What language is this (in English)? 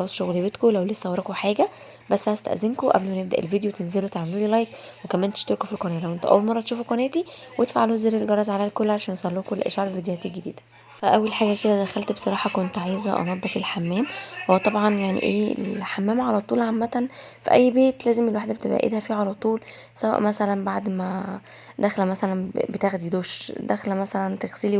Egyptian Arabic